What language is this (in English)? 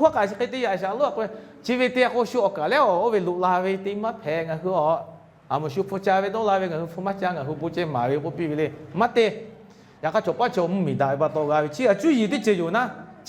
Lahu